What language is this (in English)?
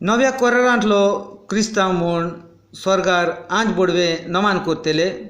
Konkani